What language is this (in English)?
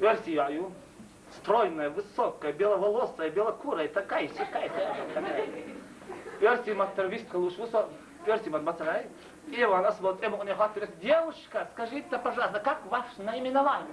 Chechen